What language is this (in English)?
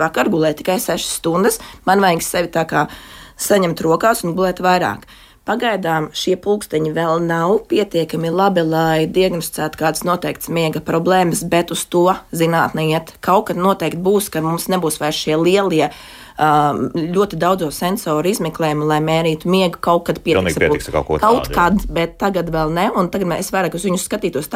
Latvian